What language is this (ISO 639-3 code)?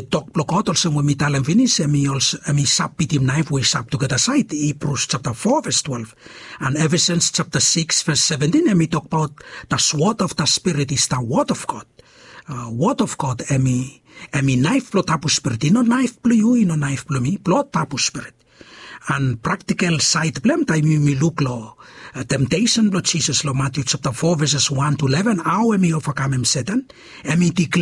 bis